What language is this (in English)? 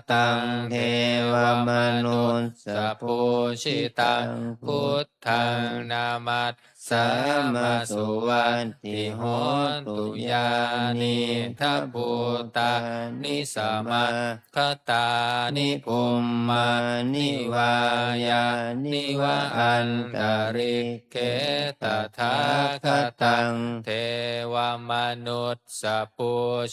Pali